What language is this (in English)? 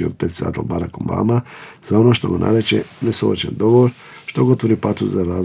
Macedonian